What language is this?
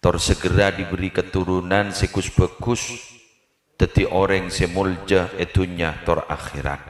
Madurese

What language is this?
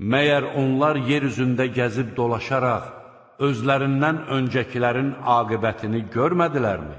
Azerbaijani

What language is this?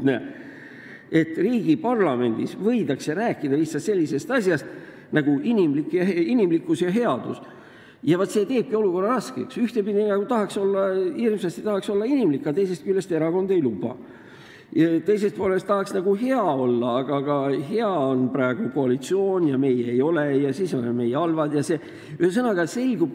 Estonian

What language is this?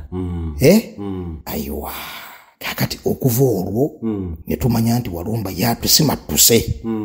Ganda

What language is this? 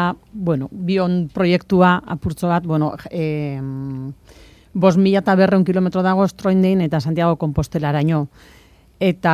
Basque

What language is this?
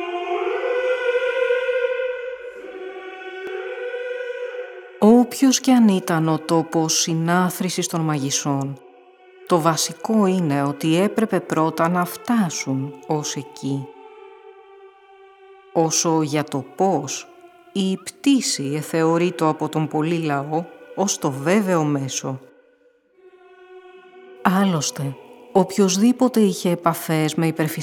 Greek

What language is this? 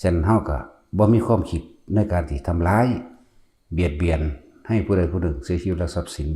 Northeastern Thai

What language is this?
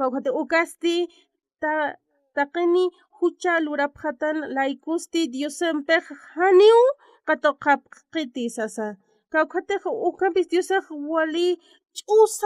Aymara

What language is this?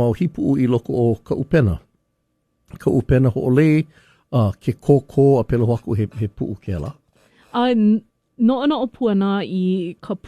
Hawaiian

